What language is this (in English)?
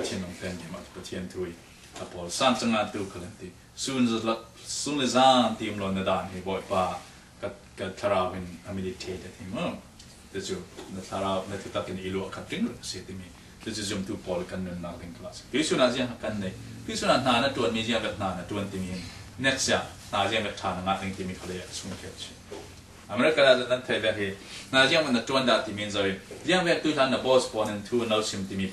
Falam Chin